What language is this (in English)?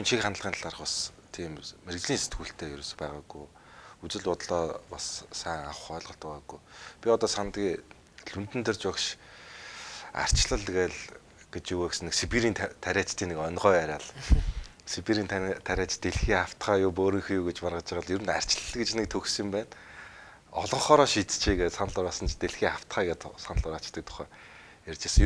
Mongolian